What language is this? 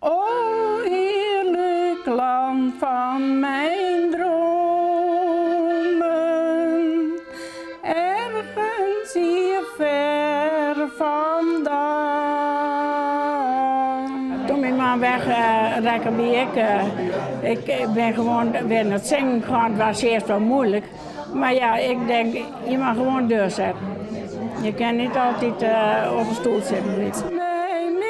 Western Frisian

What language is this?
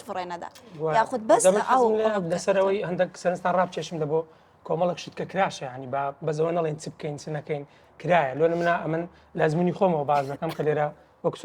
Central Kurdish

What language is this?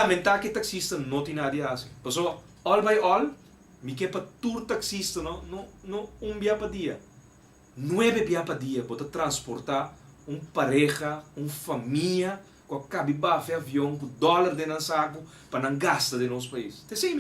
Papiamento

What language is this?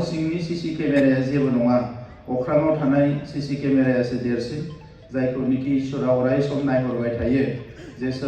Bodo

